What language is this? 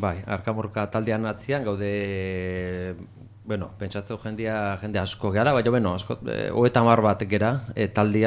Basque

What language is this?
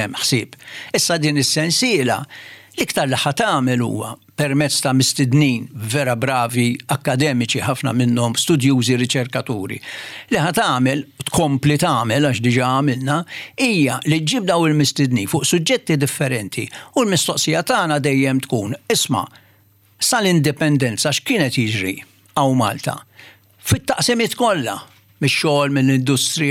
Maltese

